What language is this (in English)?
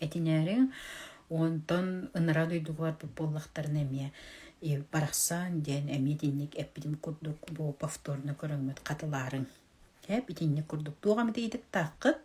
Yakut